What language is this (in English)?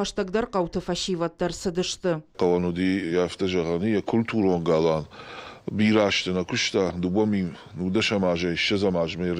Ossetic